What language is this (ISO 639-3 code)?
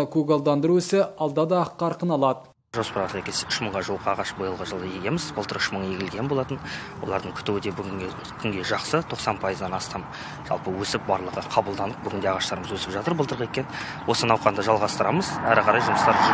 kaz